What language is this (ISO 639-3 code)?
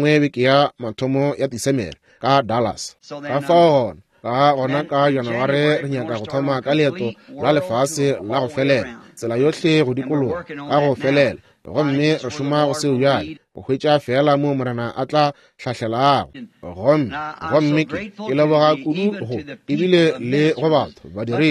nso